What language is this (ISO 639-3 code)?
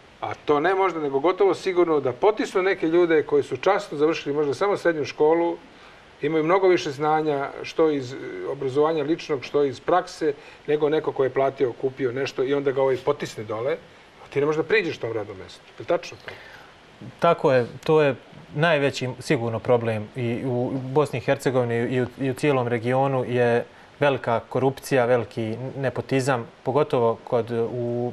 srp